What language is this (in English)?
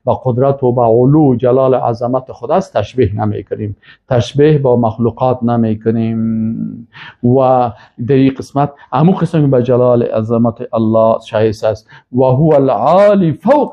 Persian